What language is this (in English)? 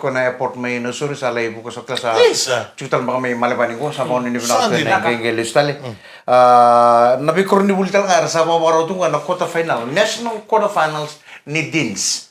Fijian